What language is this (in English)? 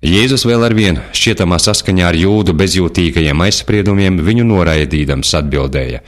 Latvian